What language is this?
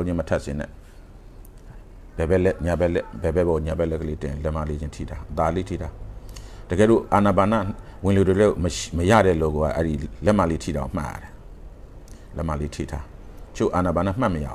Burmese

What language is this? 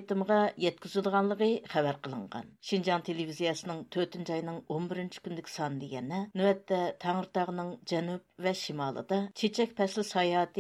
Uyghur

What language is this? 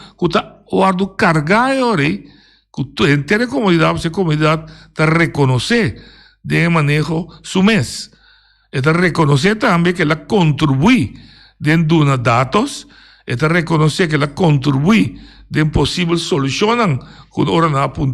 Papiamento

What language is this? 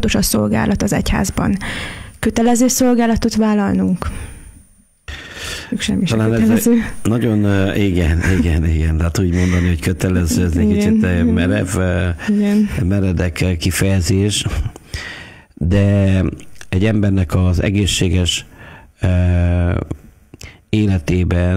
Hungarian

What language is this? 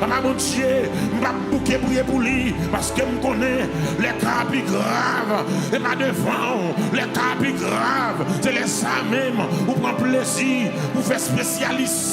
Haitian Creole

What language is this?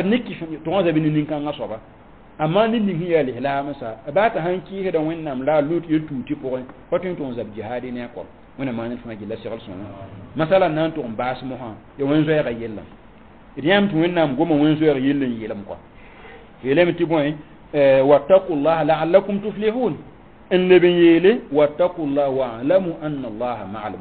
Mossi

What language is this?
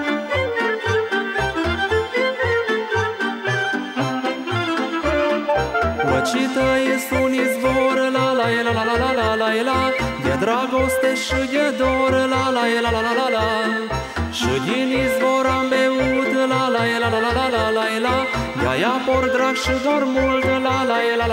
Romanian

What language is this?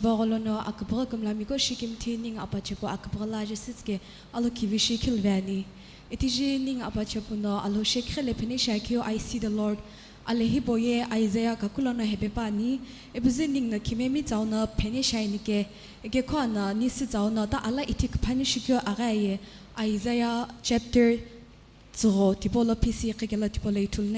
Sumi Naga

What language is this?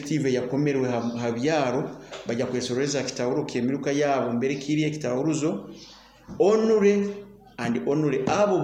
Nyoro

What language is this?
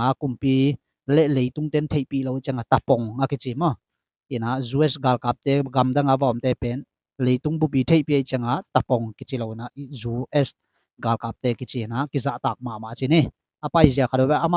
Tedim Chin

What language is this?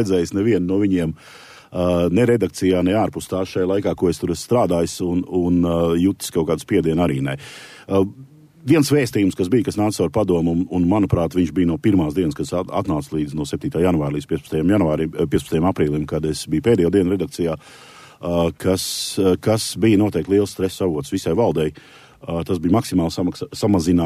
Latvian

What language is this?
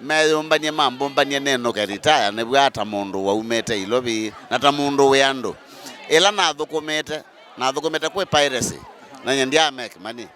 Kamba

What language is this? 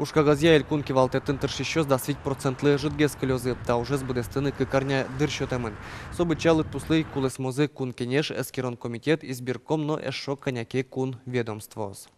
Udmurt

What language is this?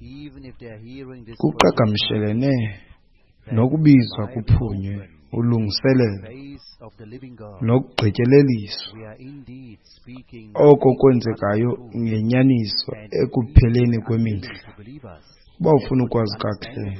Xhosa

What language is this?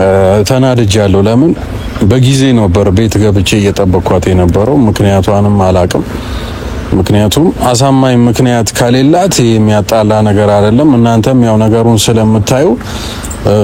Amharic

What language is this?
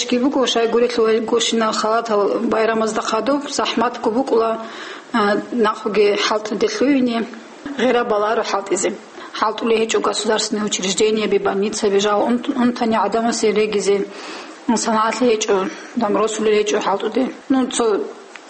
Avaric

